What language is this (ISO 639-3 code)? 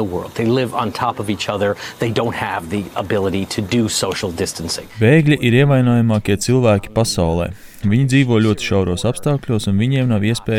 lav